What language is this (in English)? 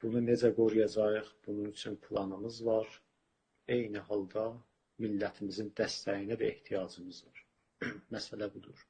South Azerbaijani